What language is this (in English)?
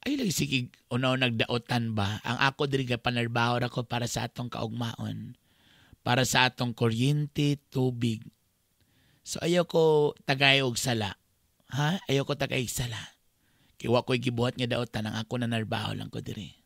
Cebuano